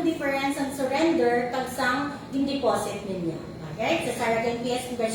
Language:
Hiligaynon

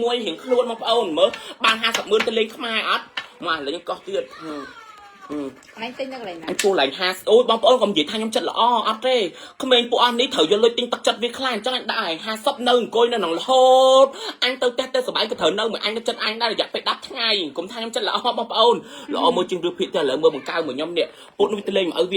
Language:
Khmer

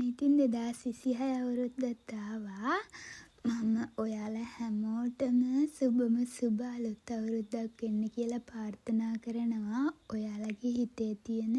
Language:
Sinhala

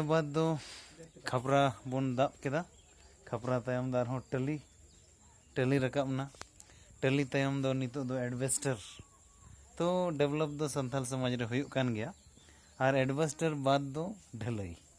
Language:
Santali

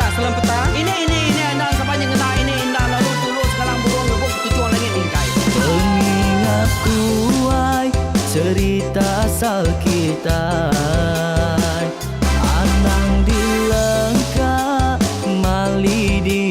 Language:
Iban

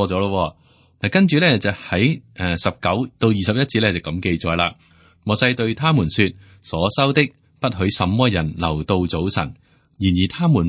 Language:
Cantonese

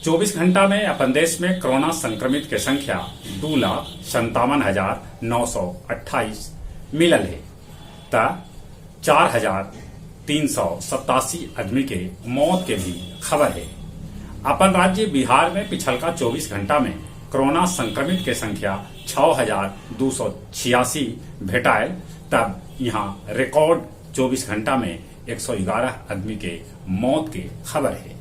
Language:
Magahi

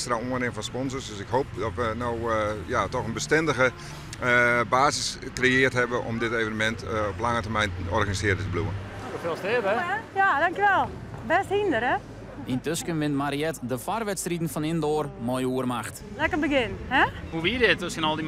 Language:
Western Frisian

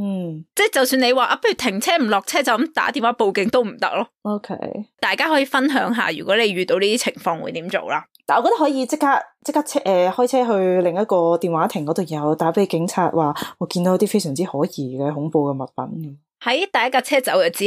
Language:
Cantonese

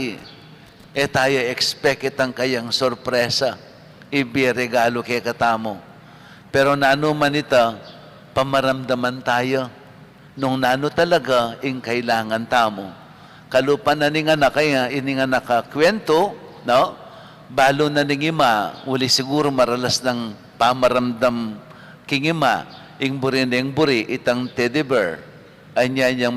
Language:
Pampanga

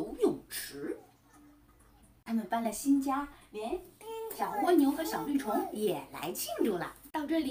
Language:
Chinese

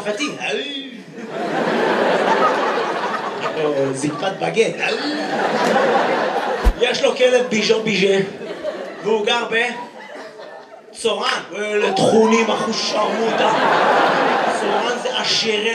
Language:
Hebrew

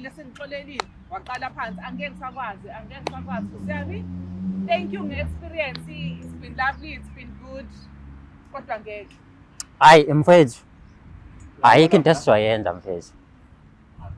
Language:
Zulu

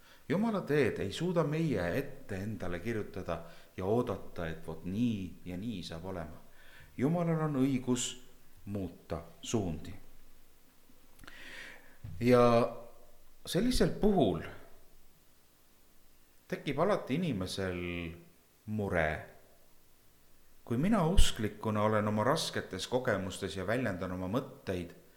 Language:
Estonian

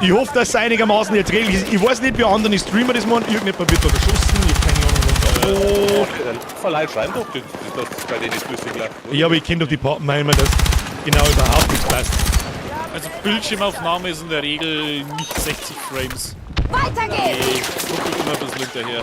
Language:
Bavarian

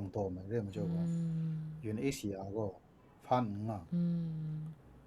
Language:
Kachin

